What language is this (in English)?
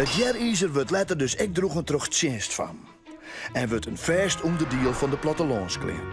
Western Frisian